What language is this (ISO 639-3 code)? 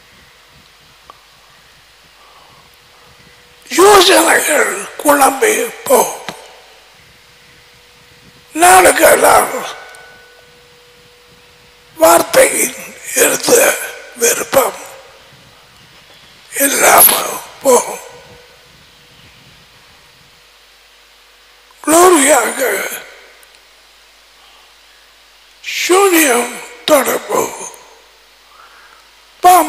tam